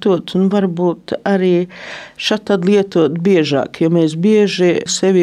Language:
Latvian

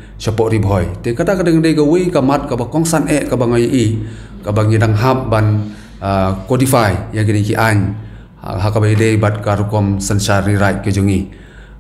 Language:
Khasi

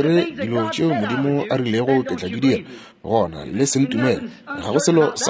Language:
Northern Sotho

